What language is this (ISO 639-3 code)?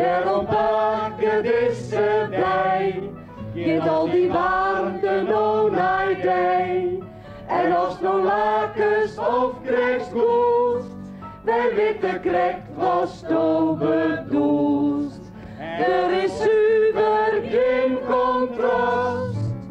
fry